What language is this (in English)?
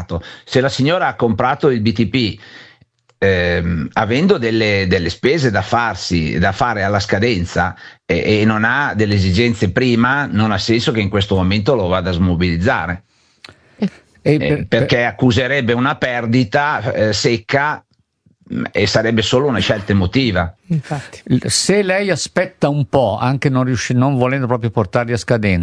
Italian